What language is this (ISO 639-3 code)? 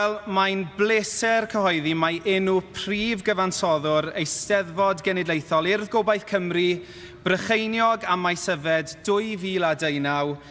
cym